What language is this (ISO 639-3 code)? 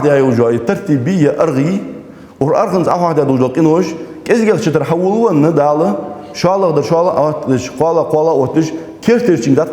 inh